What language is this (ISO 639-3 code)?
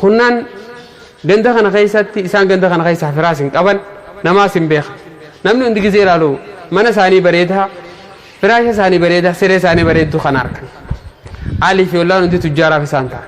orm